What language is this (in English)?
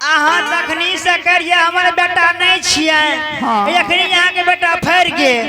Angika